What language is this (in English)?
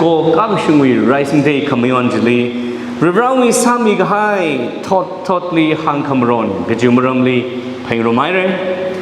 Tangkhul Naga (India)